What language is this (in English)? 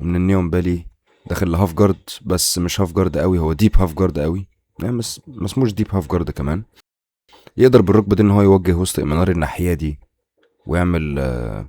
Egyptian Arabic